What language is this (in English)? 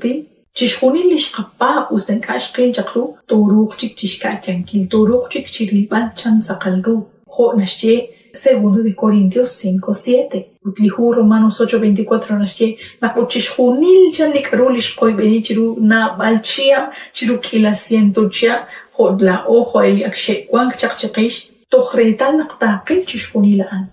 Kekchí